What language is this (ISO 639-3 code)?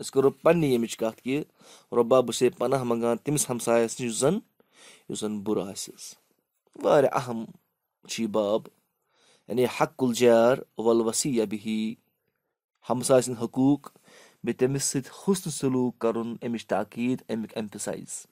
kas